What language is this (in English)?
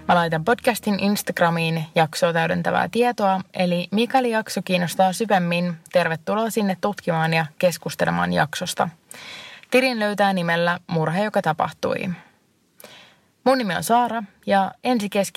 Finnish